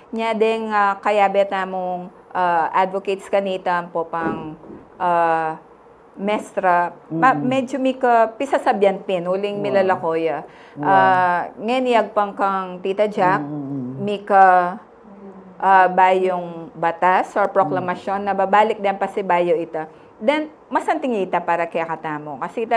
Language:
Pampanga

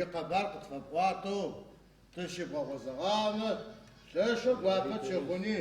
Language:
Adyghe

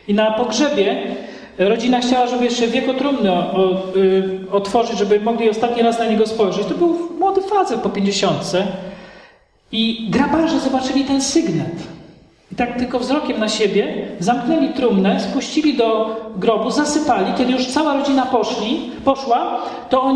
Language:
Polish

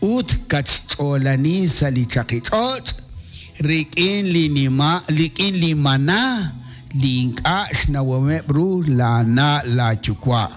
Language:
Kekchí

